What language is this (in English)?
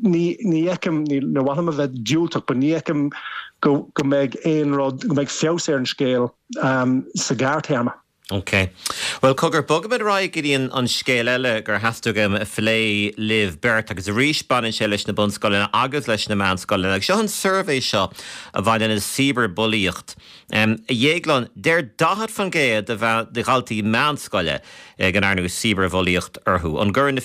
Irish